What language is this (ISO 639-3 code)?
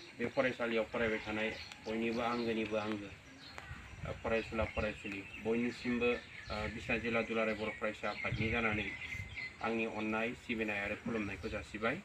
brx